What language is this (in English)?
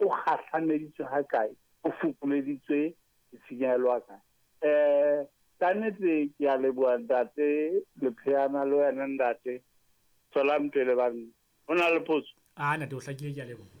Southern Sotho